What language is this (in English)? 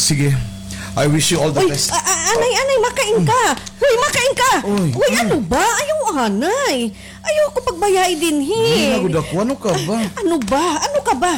Waray